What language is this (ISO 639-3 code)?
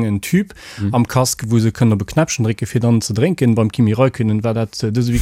ltz